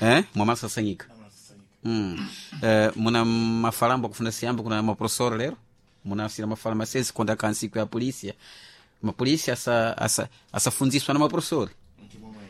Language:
Sena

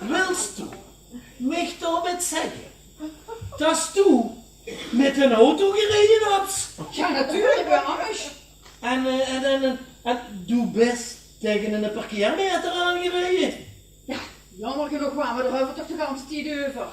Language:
Limburgish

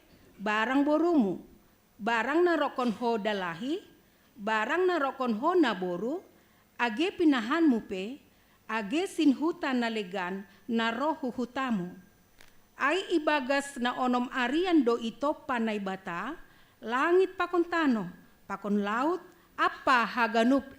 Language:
Batak Simalungun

